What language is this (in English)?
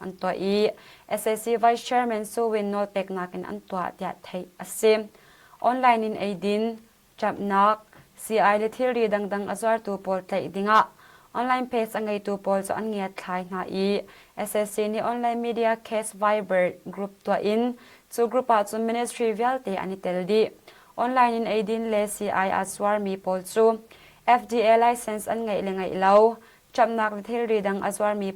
Hakha Chin